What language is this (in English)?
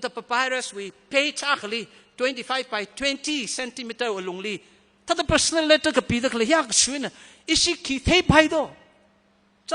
Tangkhul Naga (India)